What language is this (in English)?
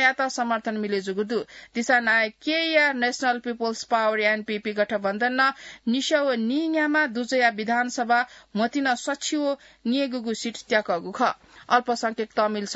Newari